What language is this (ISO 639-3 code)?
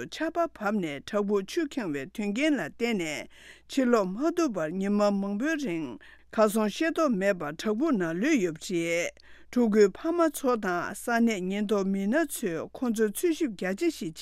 bod